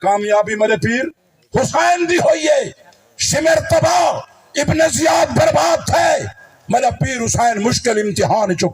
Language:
Saraiki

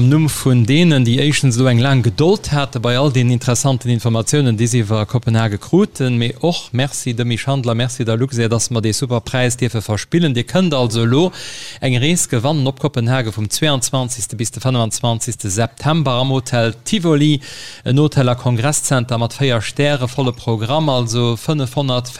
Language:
Luxembourgish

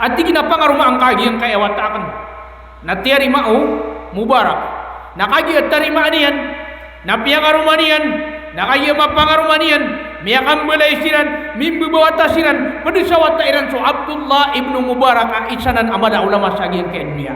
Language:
Maranao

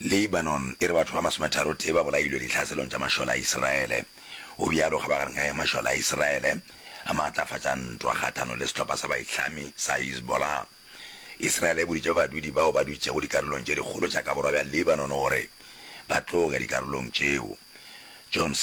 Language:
Northern Sotho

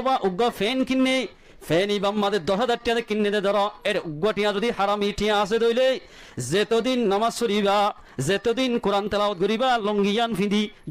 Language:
Rohingya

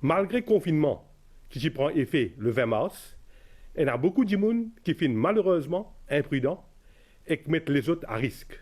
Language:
Morisyen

